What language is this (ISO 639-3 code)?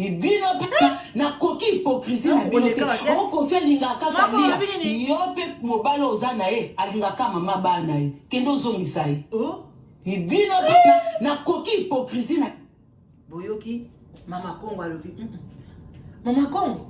lin